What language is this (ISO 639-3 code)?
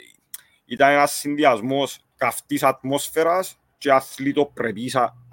ell